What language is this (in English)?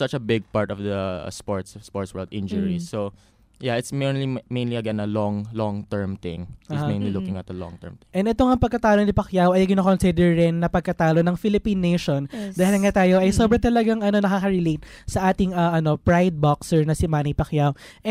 Filipino